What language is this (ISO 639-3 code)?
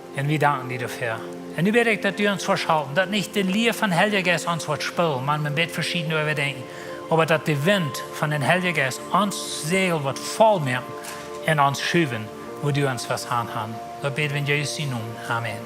pdt